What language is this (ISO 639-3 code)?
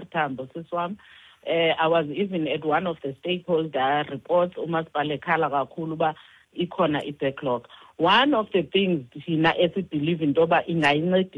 xho